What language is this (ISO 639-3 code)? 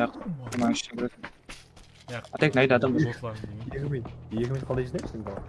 kaa